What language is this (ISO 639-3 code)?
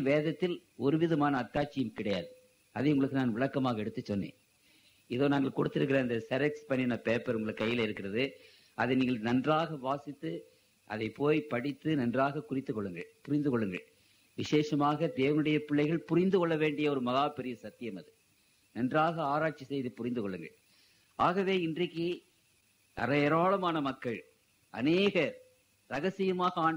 tam